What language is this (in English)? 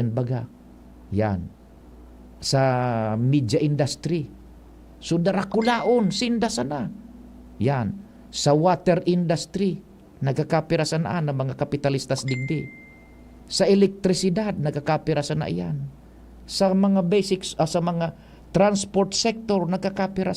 Bikol